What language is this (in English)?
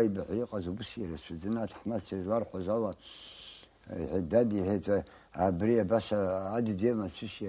Abkhazian